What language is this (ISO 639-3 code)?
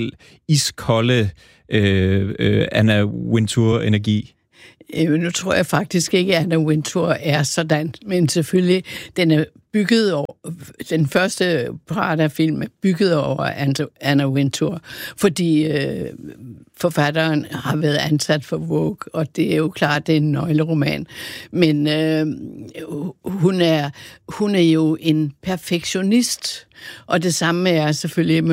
dan